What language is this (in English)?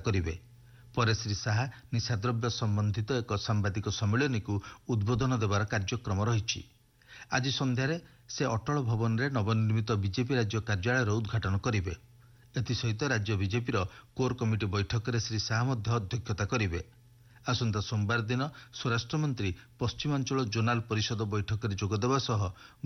Odia